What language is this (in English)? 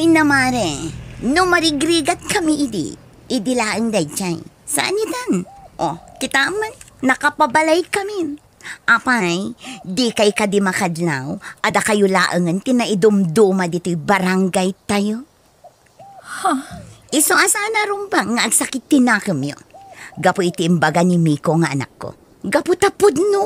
Iloko